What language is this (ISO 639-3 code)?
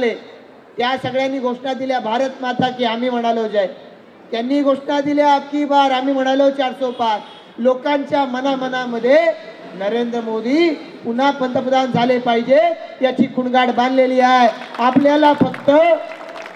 mar